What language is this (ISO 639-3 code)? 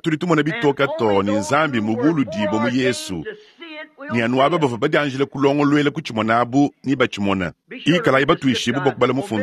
lua